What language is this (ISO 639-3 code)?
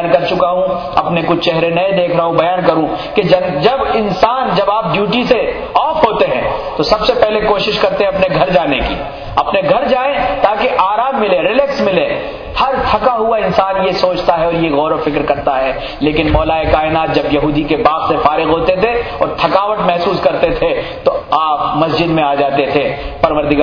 urd